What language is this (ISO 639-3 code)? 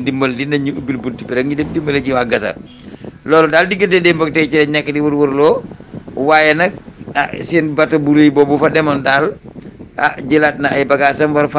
wol